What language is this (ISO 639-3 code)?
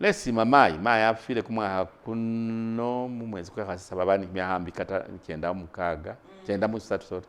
myx